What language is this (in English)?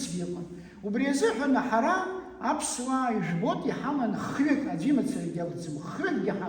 Abkhazian